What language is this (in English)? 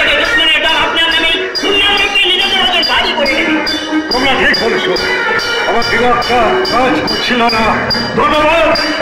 Bangla